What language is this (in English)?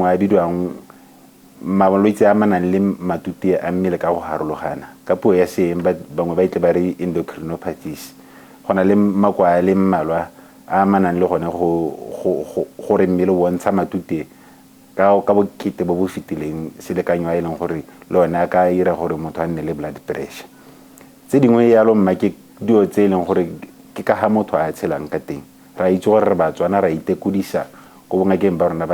Tswana